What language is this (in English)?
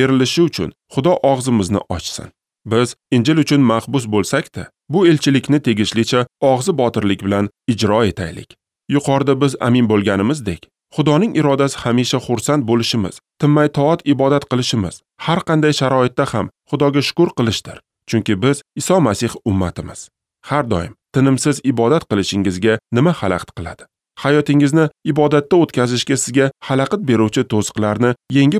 Uzbek